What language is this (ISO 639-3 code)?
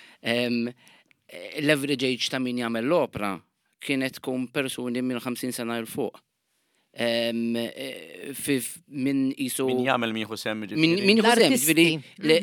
mlt